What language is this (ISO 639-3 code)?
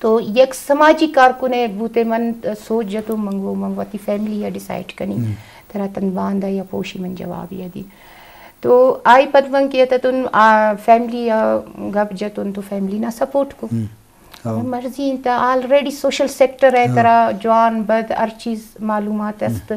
bgp